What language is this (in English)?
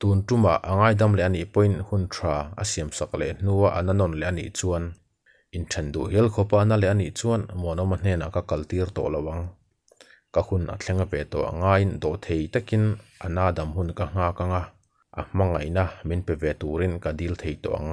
Mizo